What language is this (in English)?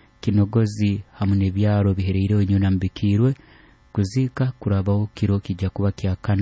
Nyoro